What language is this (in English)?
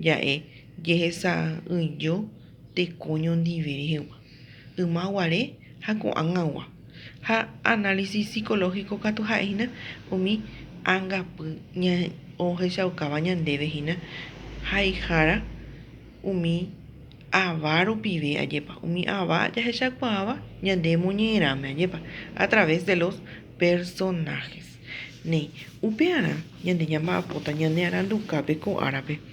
Guarani